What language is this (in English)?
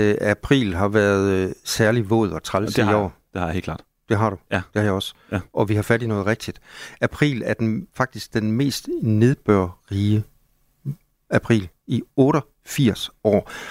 Danish